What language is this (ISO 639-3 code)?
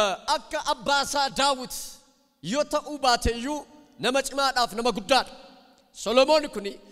orm